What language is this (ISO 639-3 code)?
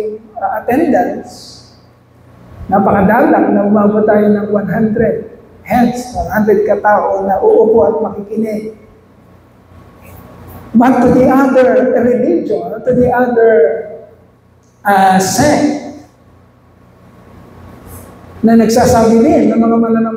fil